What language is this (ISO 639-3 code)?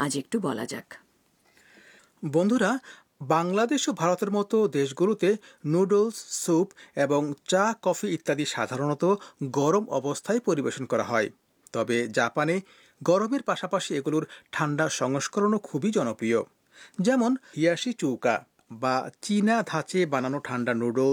ben